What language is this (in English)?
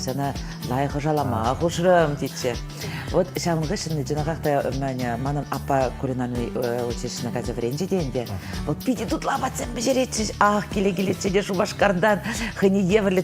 Chuvash